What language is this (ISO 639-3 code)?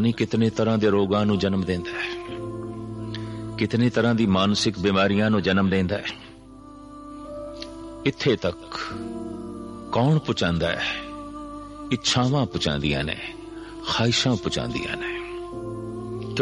pan